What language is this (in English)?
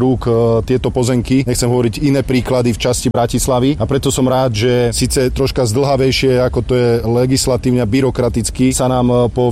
Slovak